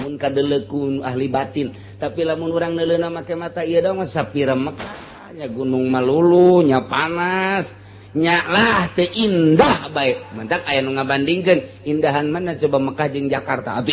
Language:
Sundanese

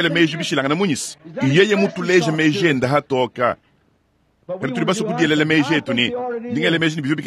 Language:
Luba-Lulua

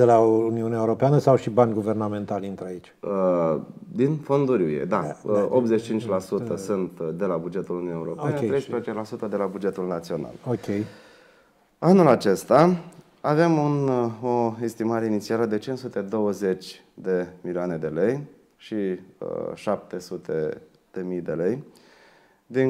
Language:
Romanian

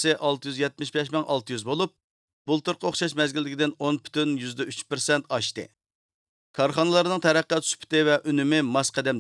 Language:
Uyghur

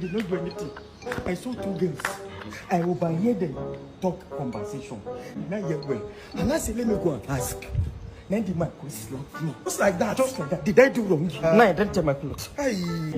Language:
Nigerian Pidgin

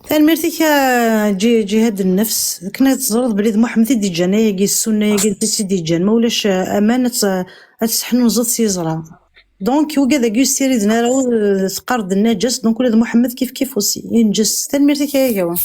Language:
Kabyle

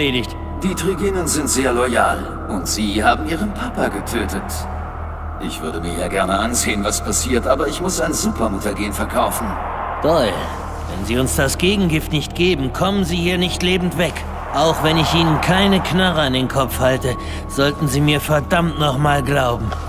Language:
Bavarian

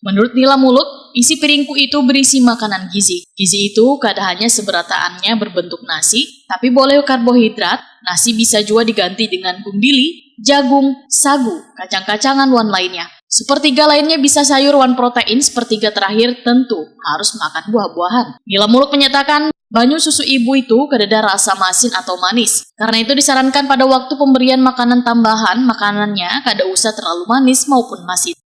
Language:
Banjar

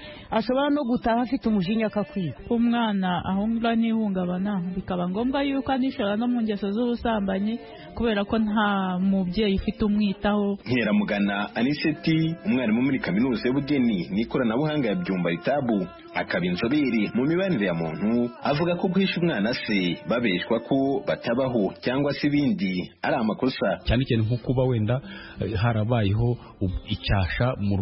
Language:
Kinyarwanda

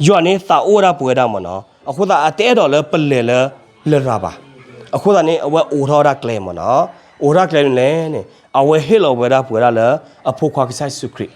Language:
S'gaw Karen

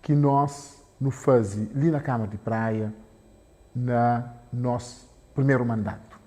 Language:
Kabuverdianu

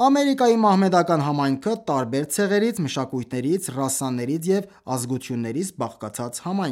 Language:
Armenian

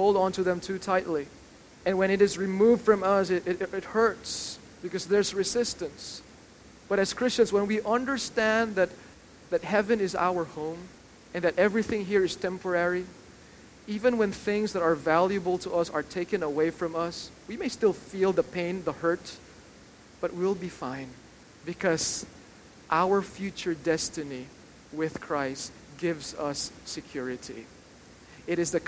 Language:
English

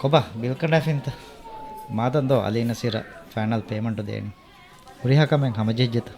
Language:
Divehi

